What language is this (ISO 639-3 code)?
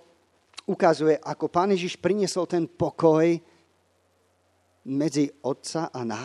slk